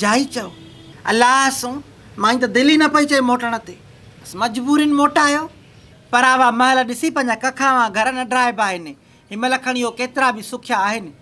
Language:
Sindhi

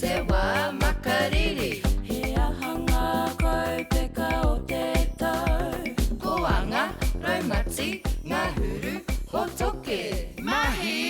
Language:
Māori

